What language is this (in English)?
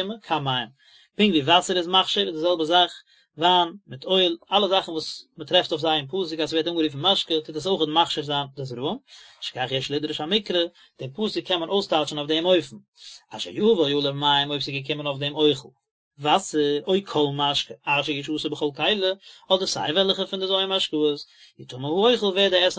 Yiddish